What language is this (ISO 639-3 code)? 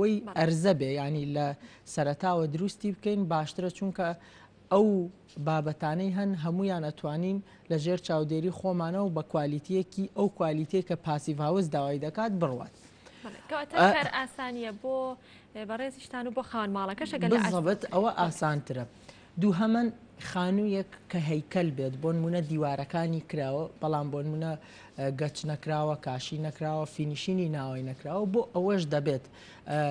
ckb